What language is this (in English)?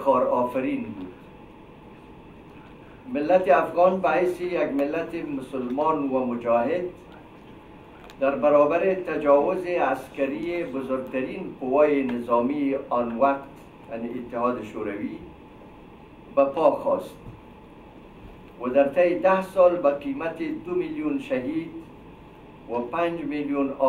Persian